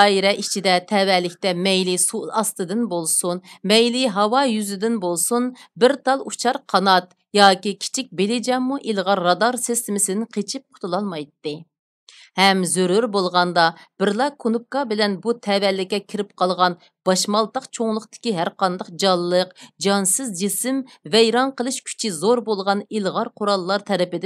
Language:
Uyghur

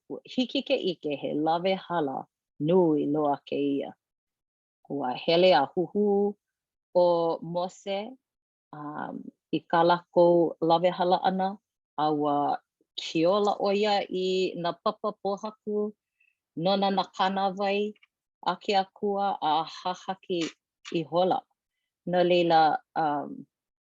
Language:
Hawaiian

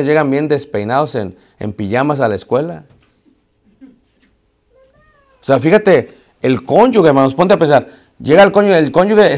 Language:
Spanish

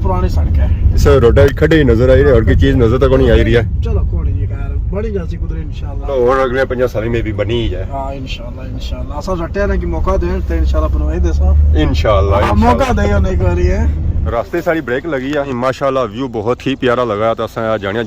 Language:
Pahari-Potwari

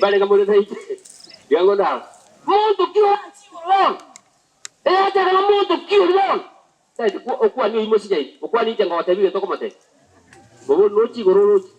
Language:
Gusii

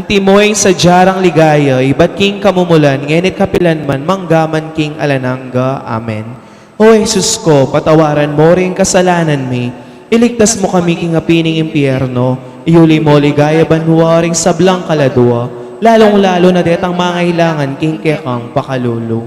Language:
Pampanga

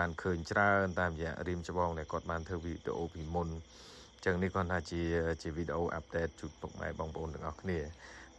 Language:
Khmer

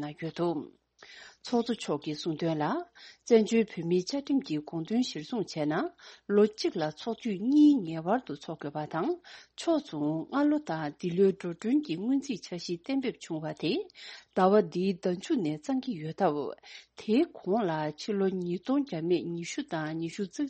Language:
Tibetan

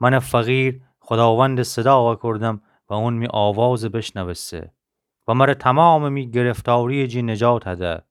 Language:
Gilaki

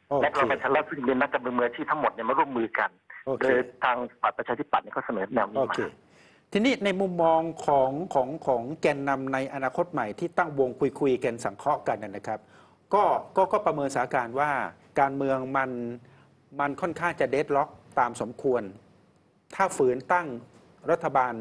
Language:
Thai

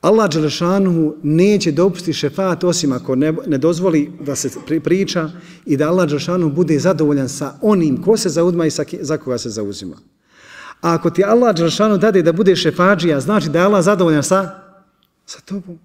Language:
Bosnian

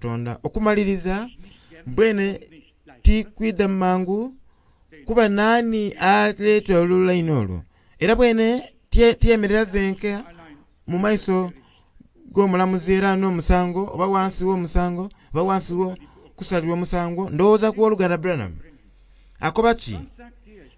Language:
Soga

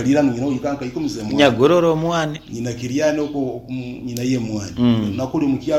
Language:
Nyankole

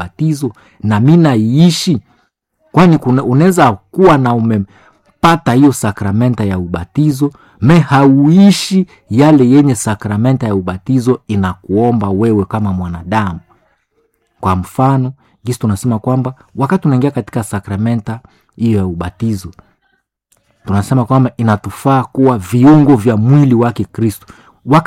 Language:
Swahili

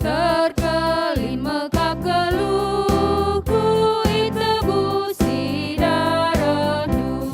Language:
Batak Karo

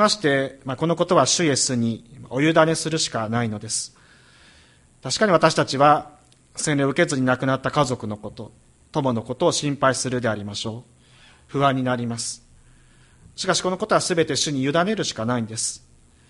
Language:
Japanese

